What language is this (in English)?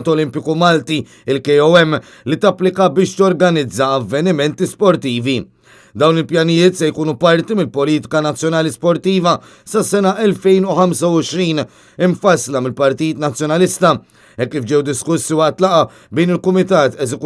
Maltese